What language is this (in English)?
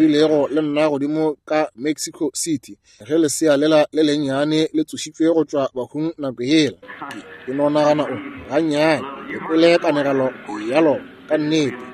Northern Sotho